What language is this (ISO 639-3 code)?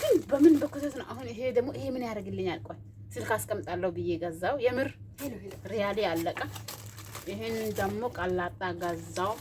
amh